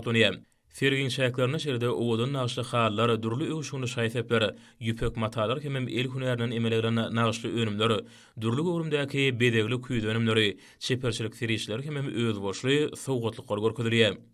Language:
Turkmen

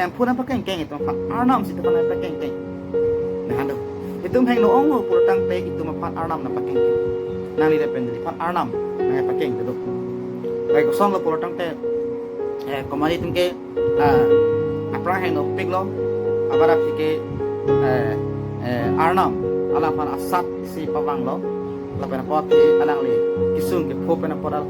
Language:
Karbi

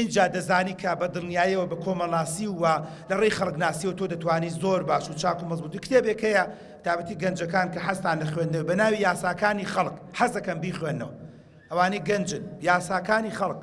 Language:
Central Kurdish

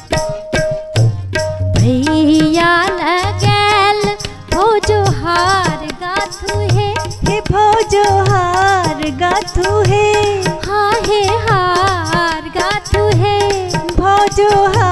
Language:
Bhojpuri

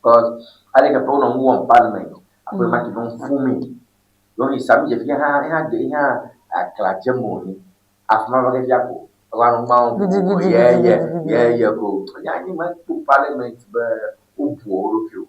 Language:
Ewe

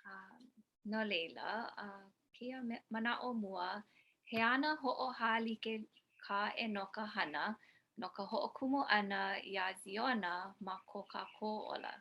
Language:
Hawaiian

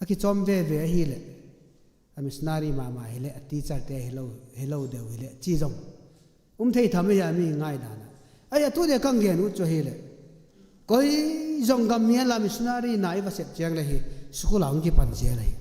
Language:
Tedim Chin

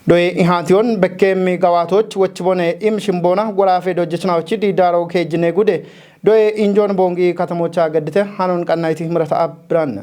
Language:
Kafa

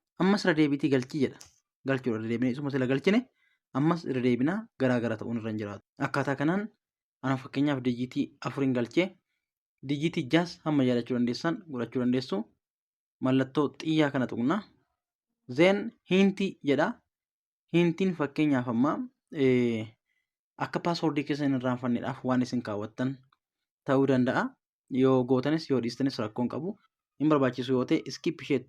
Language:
Oromo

